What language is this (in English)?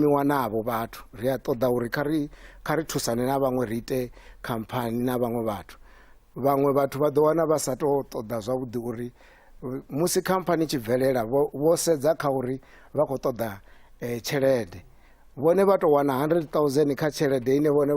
Venda